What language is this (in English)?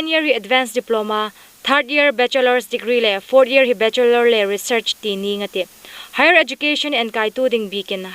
Hmar